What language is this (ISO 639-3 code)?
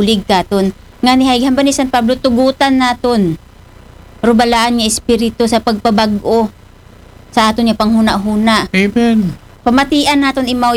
akl